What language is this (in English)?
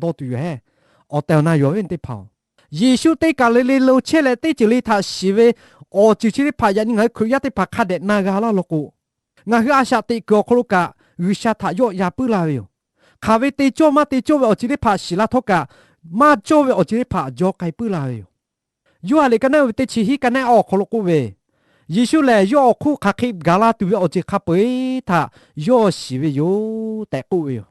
Lahu